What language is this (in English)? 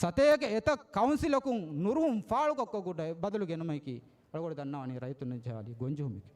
Divehi